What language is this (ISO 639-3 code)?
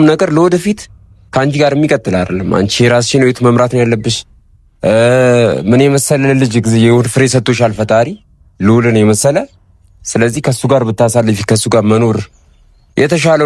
amh